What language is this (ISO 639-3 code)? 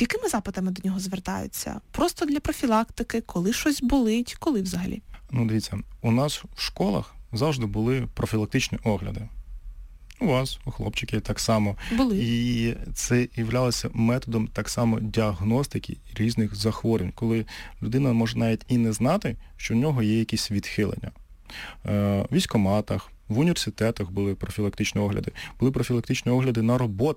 ukr